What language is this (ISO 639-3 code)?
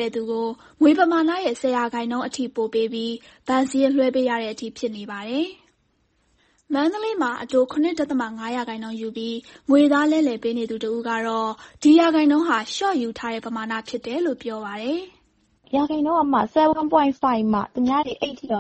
mya